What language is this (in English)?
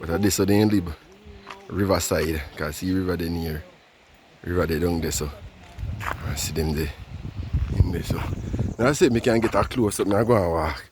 Jamaican Creole English